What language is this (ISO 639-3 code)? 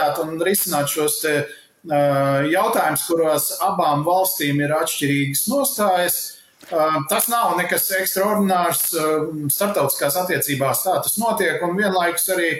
lav